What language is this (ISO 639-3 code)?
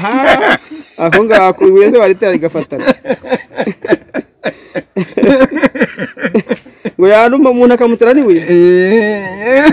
kin